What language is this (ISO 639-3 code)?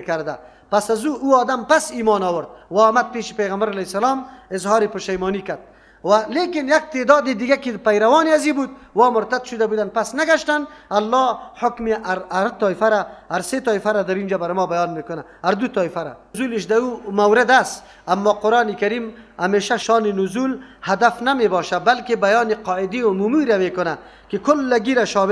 fas